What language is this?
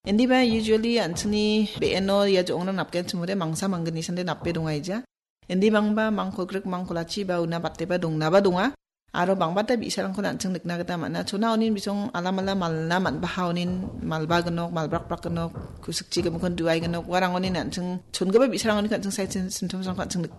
Garo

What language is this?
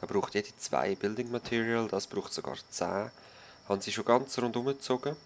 Swiss German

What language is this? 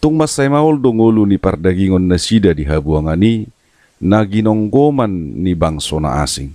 Batak Toba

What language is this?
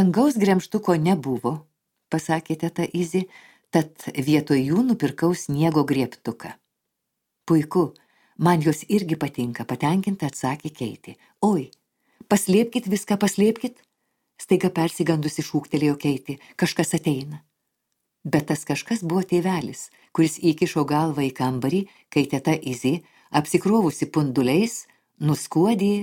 Lithuanian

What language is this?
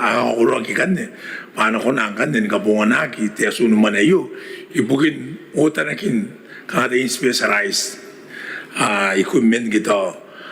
Gilbertese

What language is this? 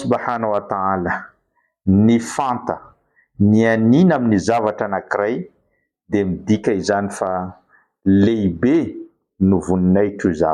Malagasy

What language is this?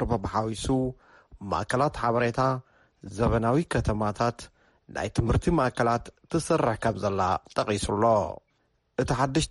Tigrinya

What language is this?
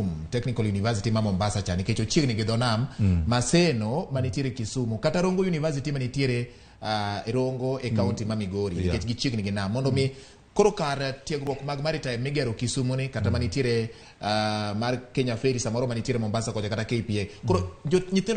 Luo (Kenya and Tanzania)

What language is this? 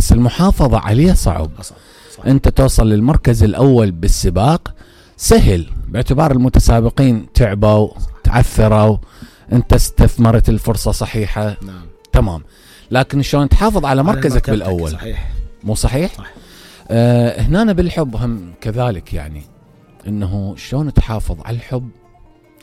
Mesopotamian Arabic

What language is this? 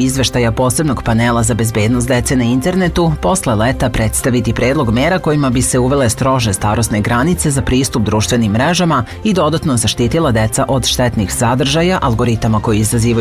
Serbian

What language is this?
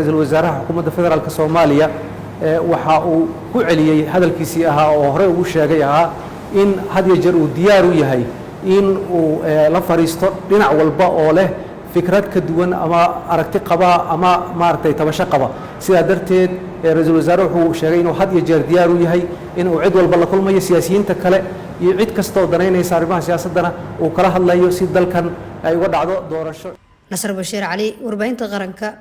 Somali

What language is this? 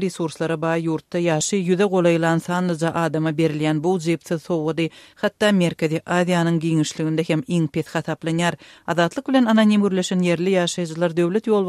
Turkmen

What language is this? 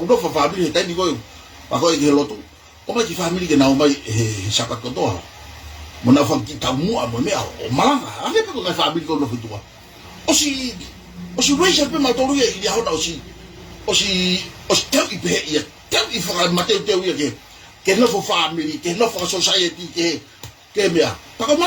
Tongan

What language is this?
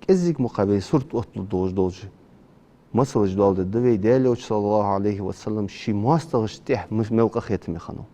Ingush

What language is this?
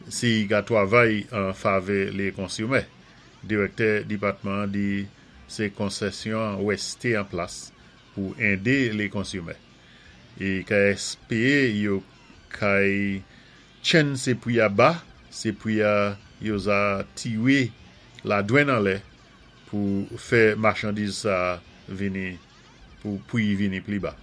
Saint Lucian Creole French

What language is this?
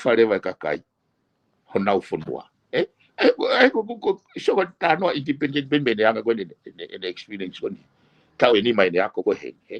Tongan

